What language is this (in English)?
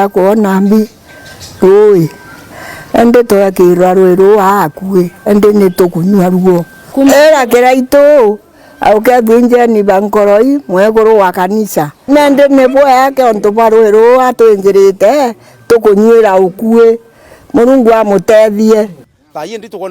Meru